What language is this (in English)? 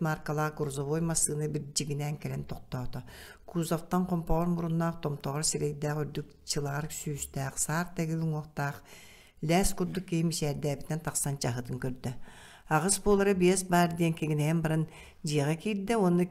Yakut